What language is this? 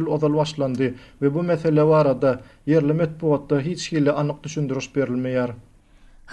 Turkmen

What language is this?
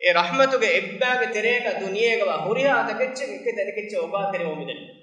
Divehi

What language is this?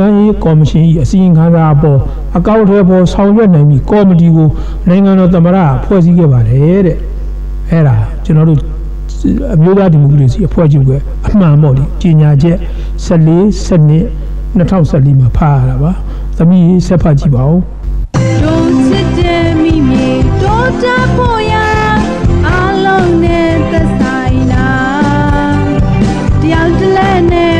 Burmese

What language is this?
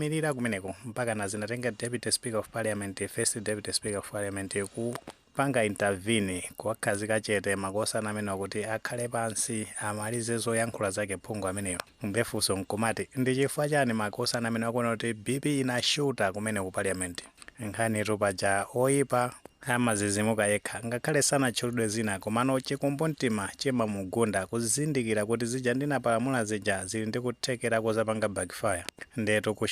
Nyanja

